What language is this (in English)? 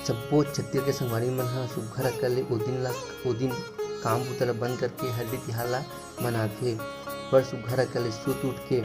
Chhattisgarhi